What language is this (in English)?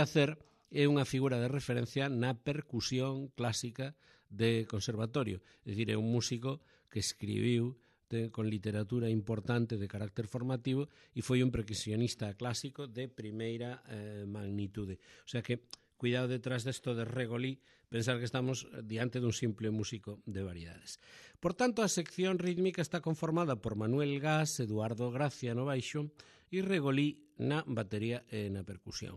Galician